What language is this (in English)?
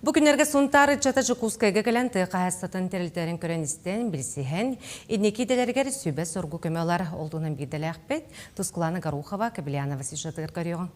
Yakut